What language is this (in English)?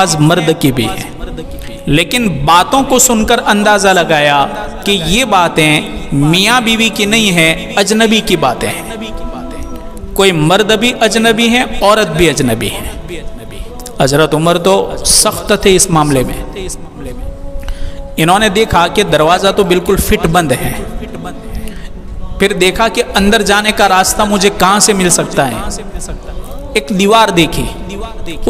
Urdu